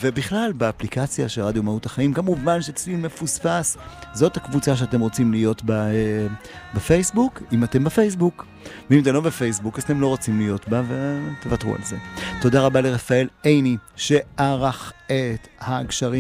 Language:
Hebrew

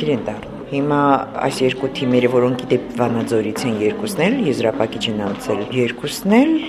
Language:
Armenian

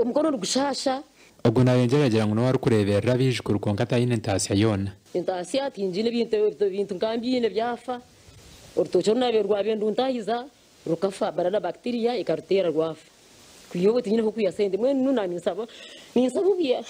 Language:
Nyankole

